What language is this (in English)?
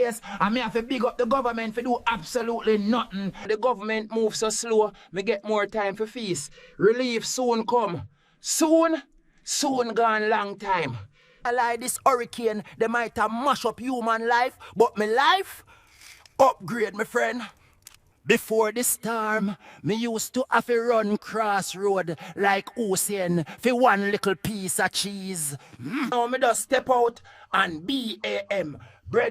Jamaican Creole English